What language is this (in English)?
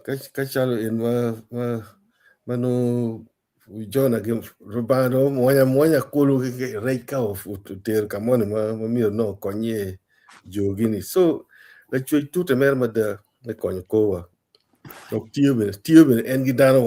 Acoli